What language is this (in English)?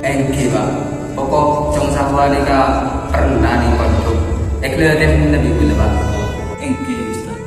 Madurese